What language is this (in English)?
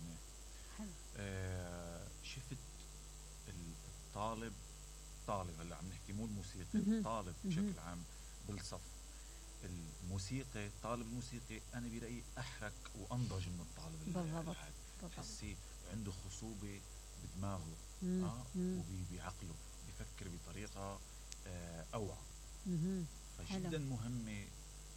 Mesopotamian Arabic